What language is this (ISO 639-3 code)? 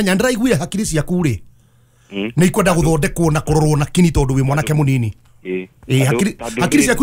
kik